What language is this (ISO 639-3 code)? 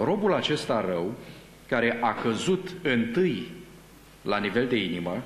ron